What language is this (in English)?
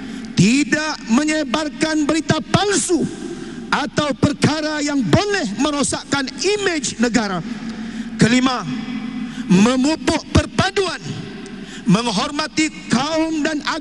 Malay